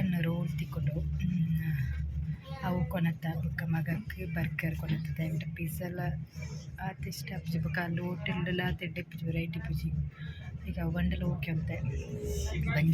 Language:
Tulu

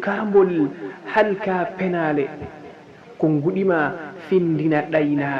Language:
Fula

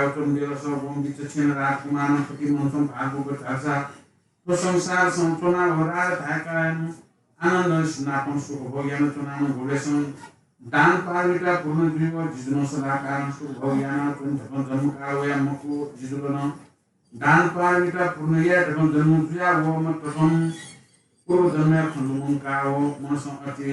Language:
Newari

